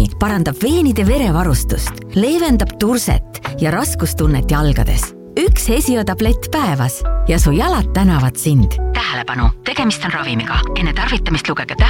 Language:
Estonian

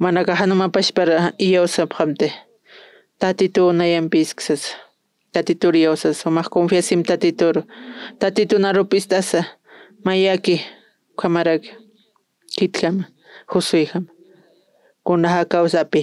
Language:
Aymara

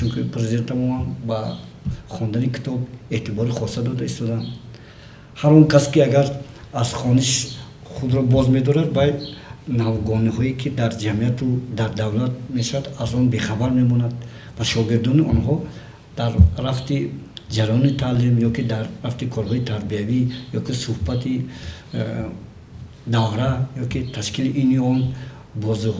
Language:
Tajik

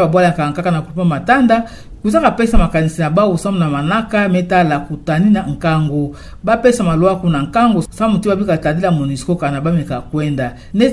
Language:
Kituba (Democratic Republic of Congo)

